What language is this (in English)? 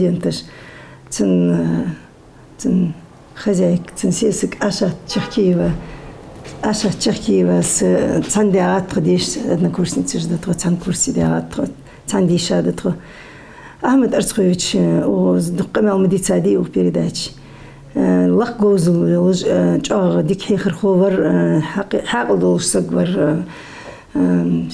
Ingush